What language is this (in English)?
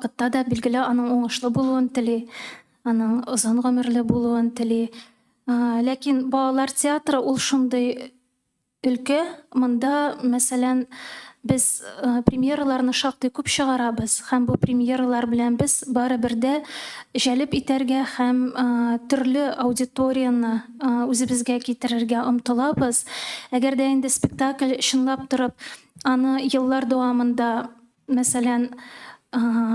Tatar